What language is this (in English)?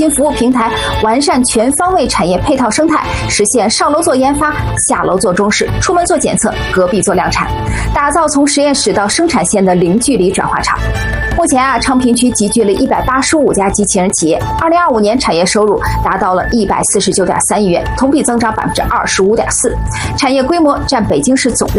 Chinese